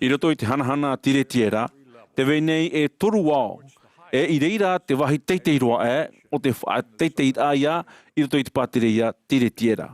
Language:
Tahitian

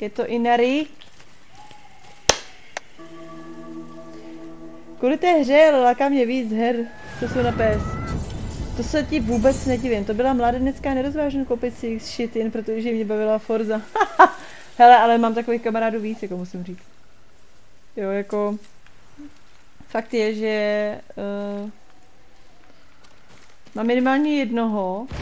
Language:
Czech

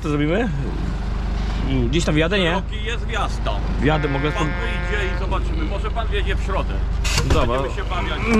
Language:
Polish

